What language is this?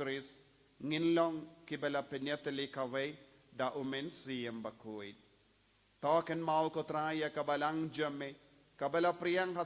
Khasi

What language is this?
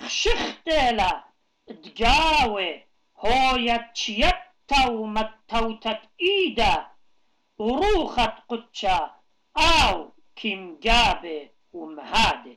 Assyrian Neo-Aramaic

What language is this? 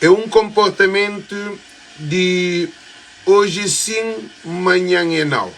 Kabuverdianu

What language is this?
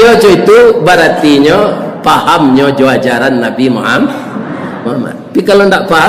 Minangkabau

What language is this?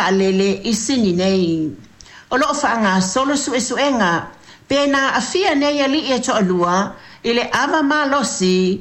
Samoan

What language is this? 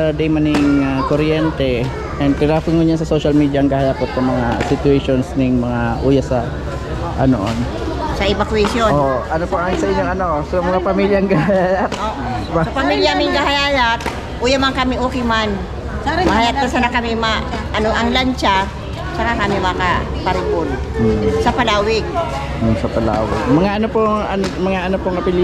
Bikol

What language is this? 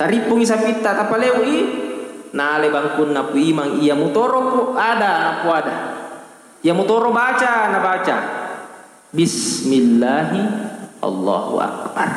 Buginese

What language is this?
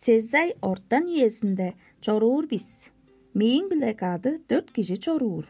Tuvinian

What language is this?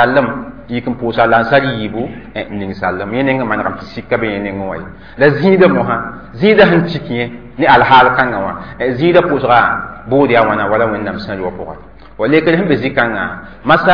Mossi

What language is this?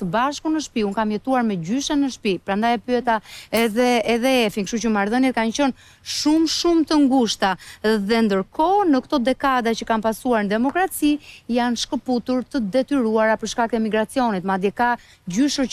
Albanian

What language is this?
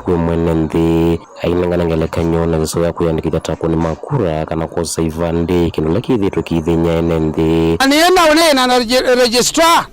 Kamba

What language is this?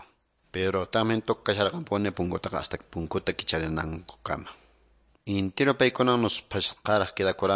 Quechua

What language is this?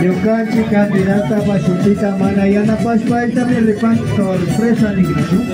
Imbabura Highland Quichua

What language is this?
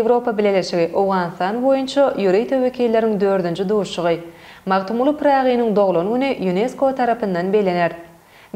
Turkmen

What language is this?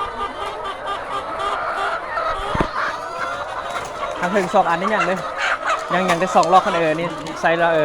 Lao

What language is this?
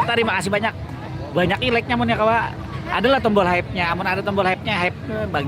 Banjar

